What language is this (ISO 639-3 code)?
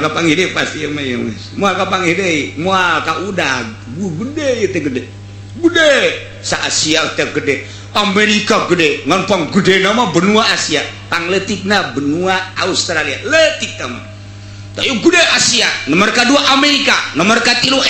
sun